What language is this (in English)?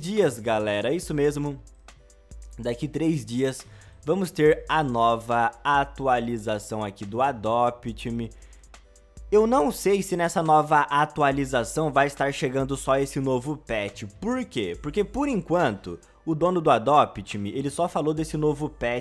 Portuguese